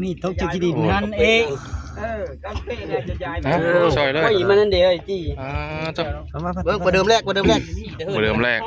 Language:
Northeastern Thai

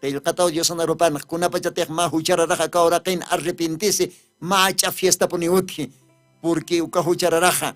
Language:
Aymara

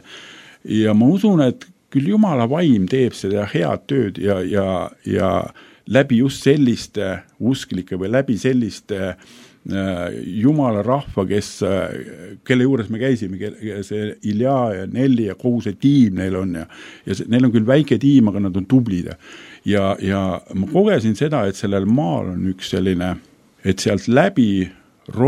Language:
Estonian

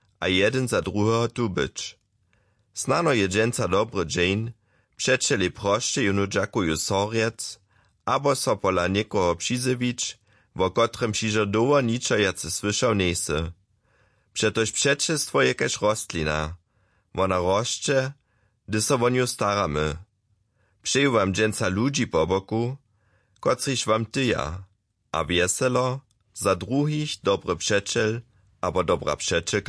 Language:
Upper Sorbian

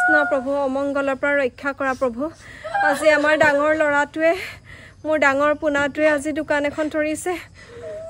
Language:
Assamese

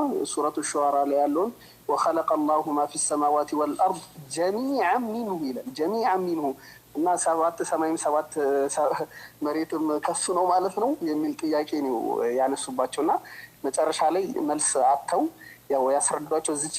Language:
Amharic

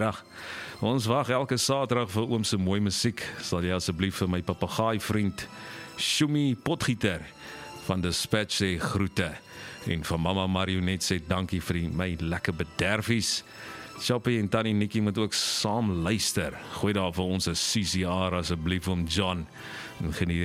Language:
Afrikaans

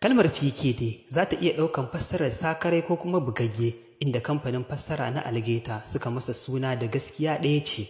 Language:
Hausa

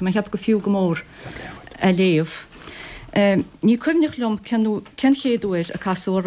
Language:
Irish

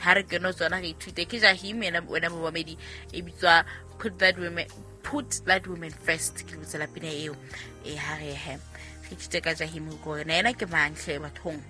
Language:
Southern Sotho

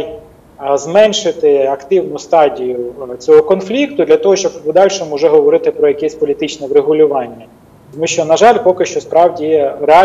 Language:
Ukrainian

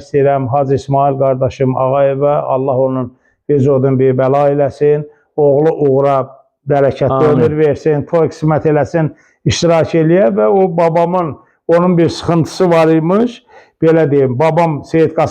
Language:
Azerbaijani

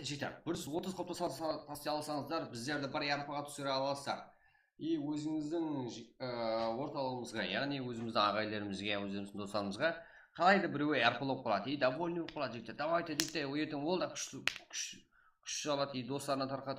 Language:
Kara-Kalpak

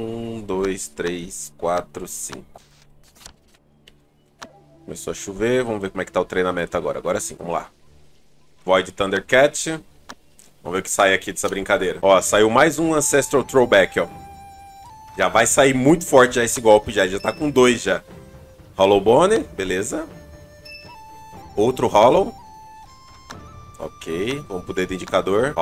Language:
Portuguese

